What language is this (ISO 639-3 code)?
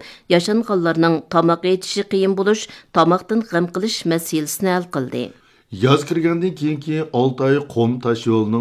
uig